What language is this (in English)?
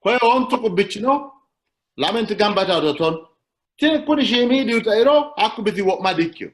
Sidamo